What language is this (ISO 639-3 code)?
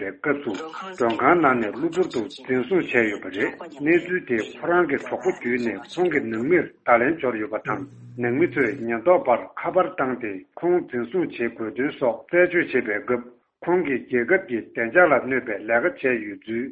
bod